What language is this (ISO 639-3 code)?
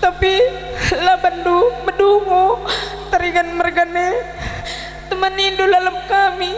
btx